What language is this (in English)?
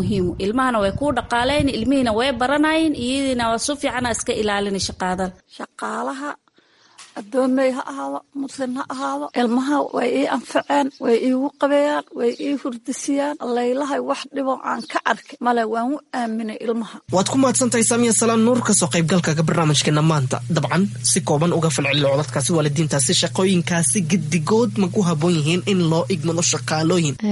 Somali